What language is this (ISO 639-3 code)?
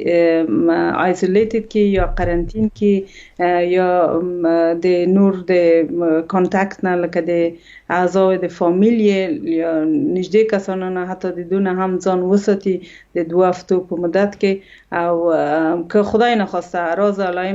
pus